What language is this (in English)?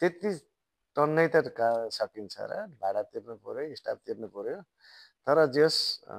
Nepali